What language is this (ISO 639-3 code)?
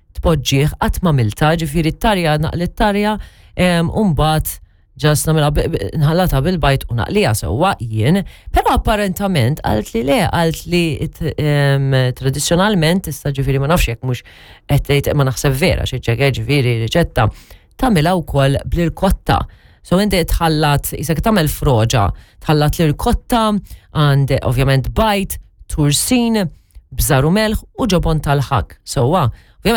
mlt